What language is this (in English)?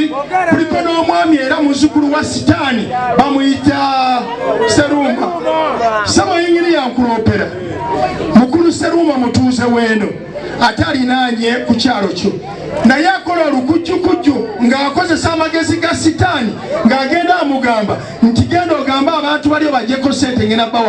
Ganda